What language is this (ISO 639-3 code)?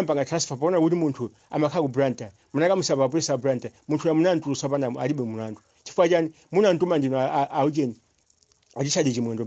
nya